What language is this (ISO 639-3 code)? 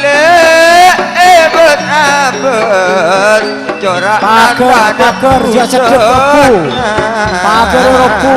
mad